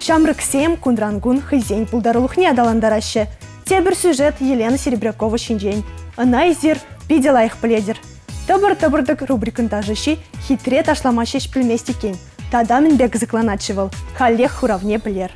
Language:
Chuvash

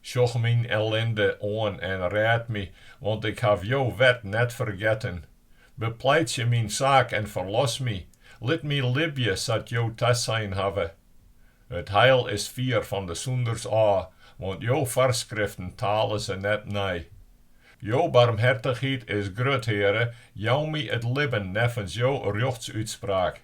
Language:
Western Frisian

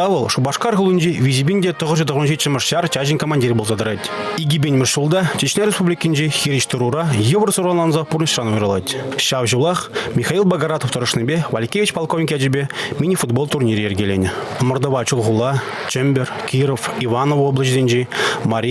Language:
Chuvash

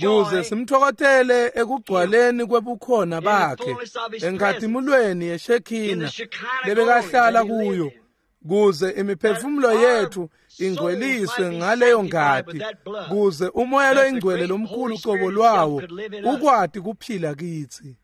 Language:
Swati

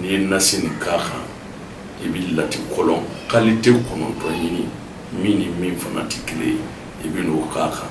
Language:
Bambara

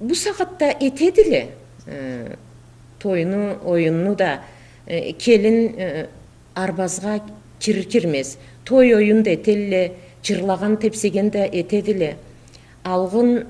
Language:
Karachay-Balkar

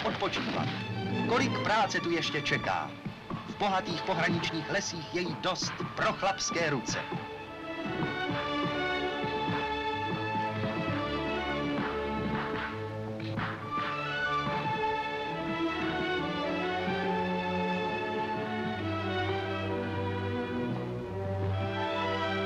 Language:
Czech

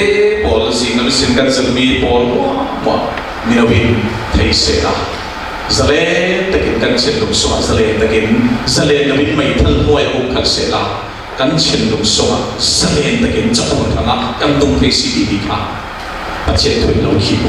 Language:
Falam Chin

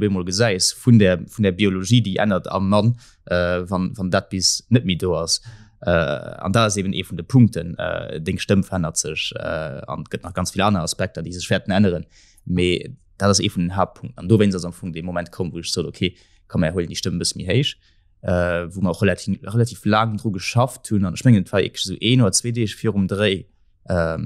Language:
Luxembourgish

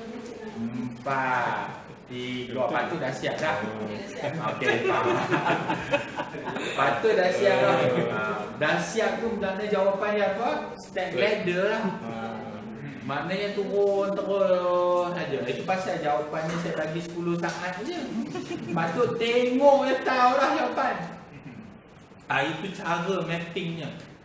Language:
Malay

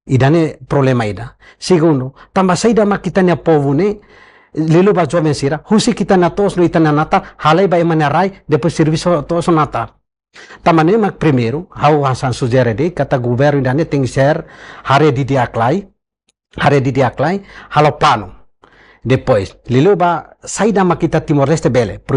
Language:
Tetum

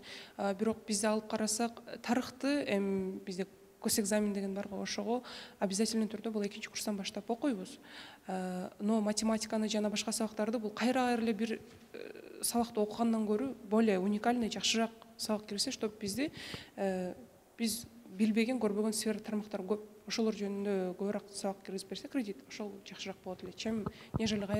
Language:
Kyrgyz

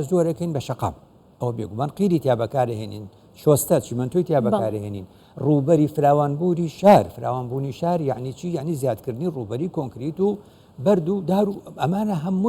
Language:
Central Kurdish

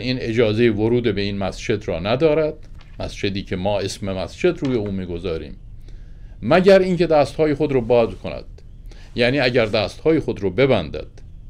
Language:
Persian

